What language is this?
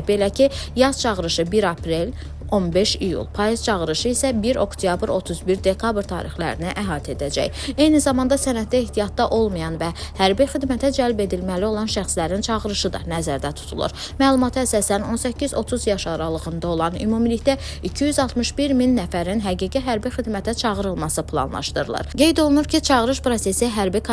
Azerbaijani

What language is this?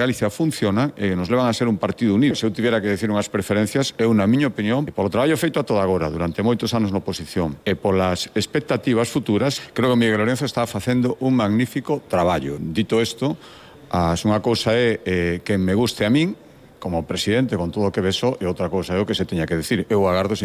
Galician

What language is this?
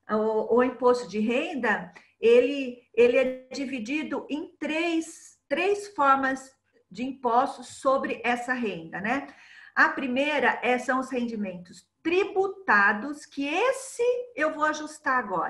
Portuguese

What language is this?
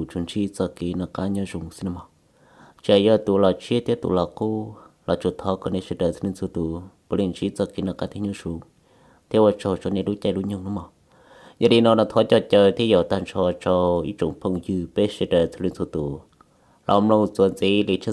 Hmong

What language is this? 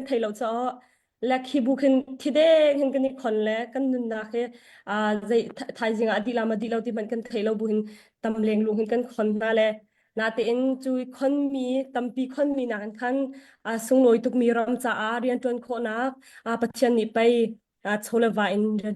Hakha Chin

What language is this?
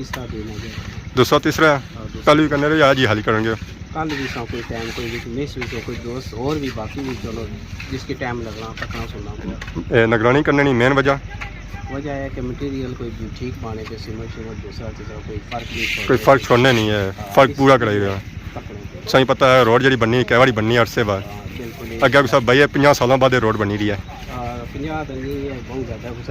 Pahari-Potwari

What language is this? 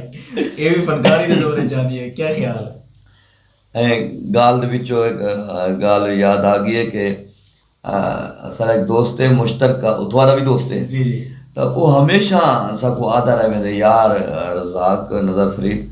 Saraiki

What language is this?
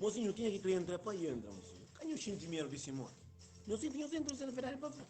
Kabuverdianu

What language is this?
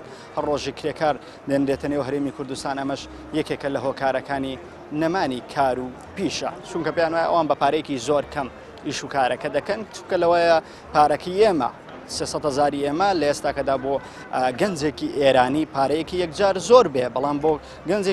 Central Kurdish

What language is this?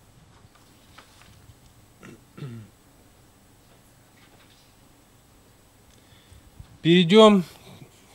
Russian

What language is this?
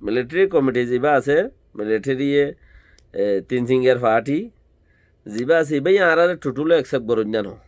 Rohingya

